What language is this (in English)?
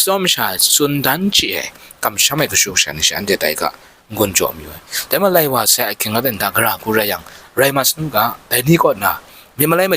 Kachin